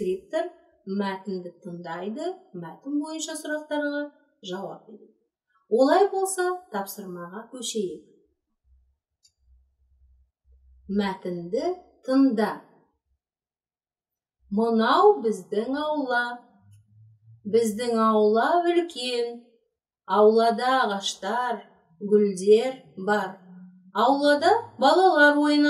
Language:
Kazakh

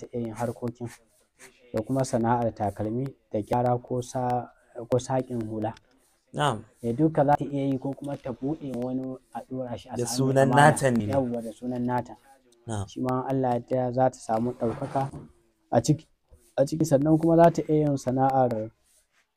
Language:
Hausa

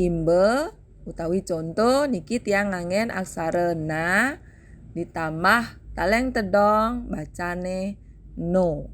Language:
Balinese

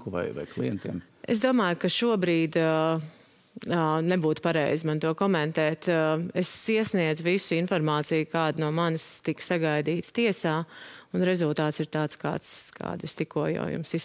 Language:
Latvian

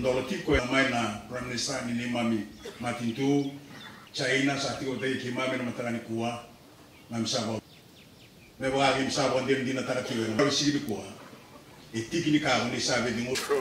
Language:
Fijian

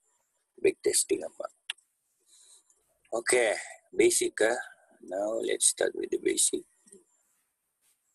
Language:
Malay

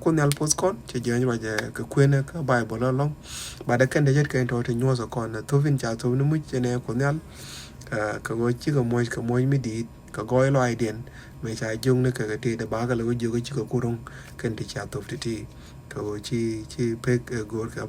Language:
Nuer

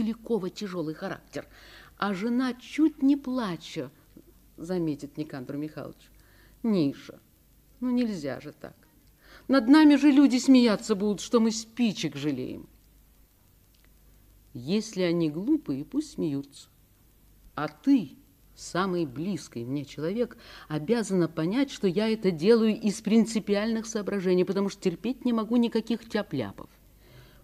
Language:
Russian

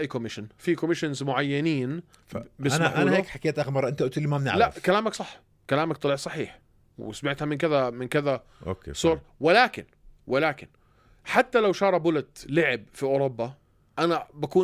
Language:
North Levantine Arabic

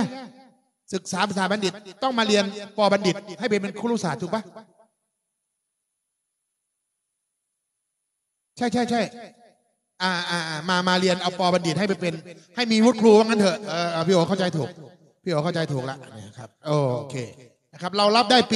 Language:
Thai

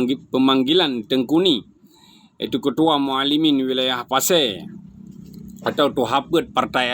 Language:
Achinese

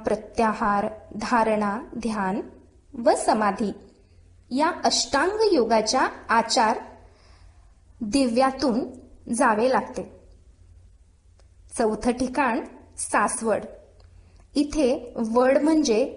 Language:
Marathi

